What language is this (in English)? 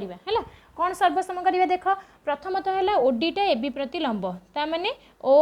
Odia